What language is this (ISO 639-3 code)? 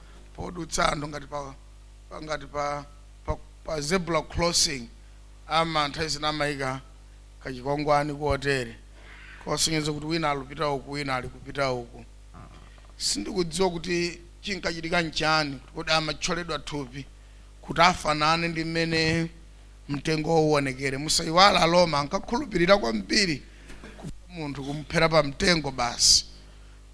nya